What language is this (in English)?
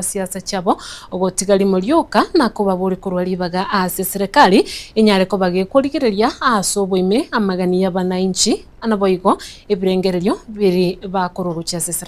Gusii